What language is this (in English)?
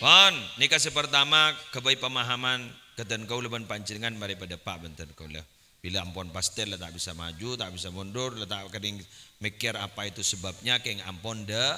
Madurese